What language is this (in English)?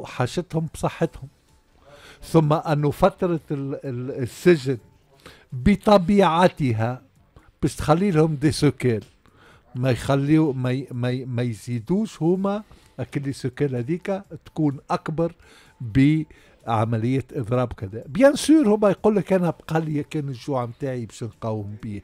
Tunisian Arabic